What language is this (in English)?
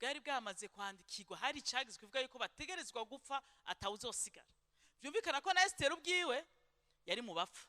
Rundi